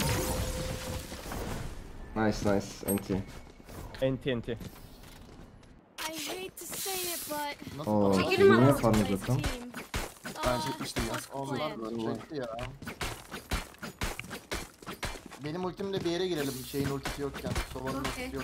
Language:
Turkish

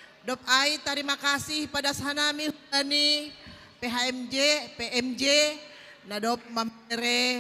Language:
Batak Simalungun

